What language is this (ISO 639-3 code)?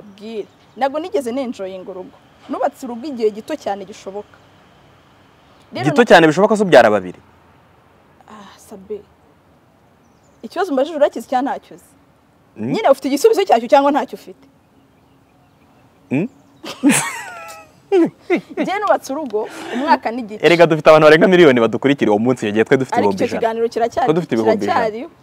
kin